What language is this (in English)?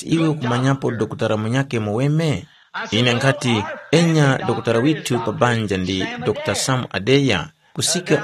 Tumbuka